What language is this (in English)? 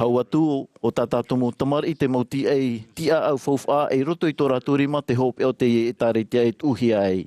Tahitian